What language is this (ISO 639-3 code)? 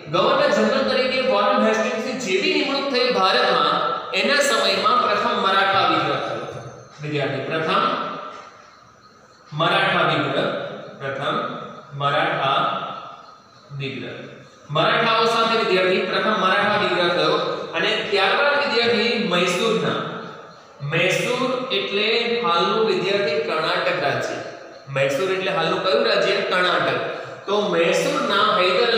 guj